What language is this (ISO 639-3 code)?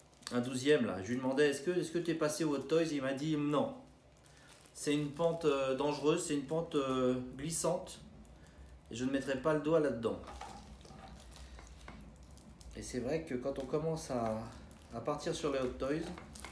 fra